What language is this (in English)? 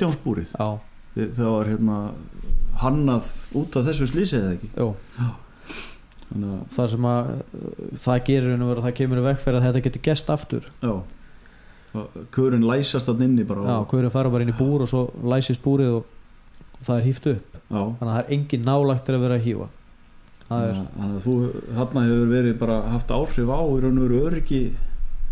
Icelandic